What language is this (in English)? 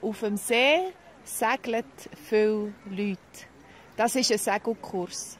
Swiss German